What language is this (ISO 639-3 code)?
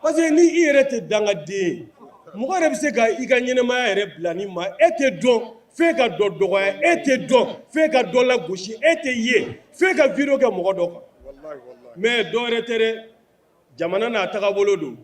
bam